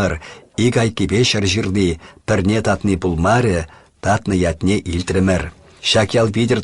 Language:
Chuvash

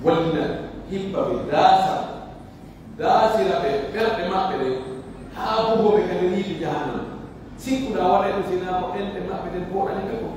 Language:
Pular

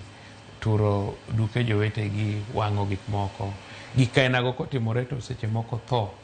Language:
Luo (Kenya and Tanzania)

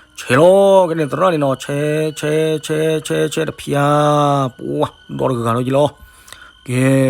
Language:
S'gaw Karen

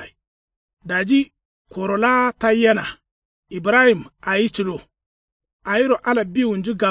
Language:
Kanuri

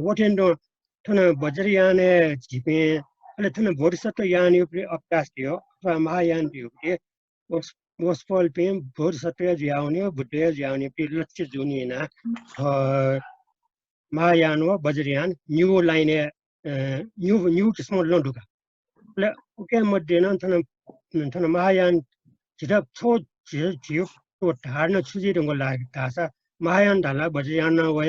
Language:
Newari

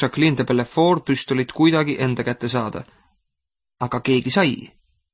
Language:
Estonian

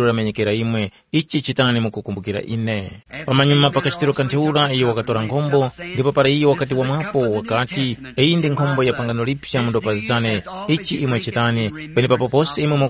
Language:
Tumbuka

